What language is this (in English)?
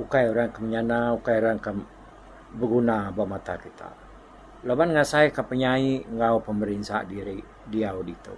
Iban